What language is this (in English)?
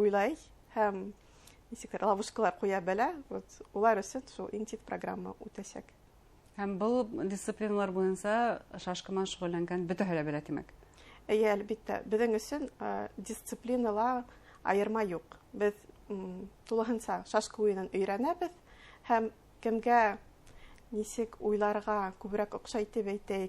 Bashkir